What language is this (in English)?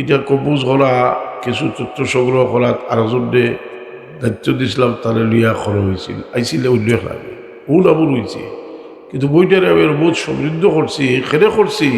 Sylheti